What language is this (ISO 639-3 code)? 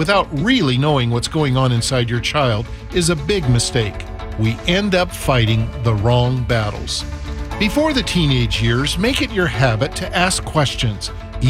eng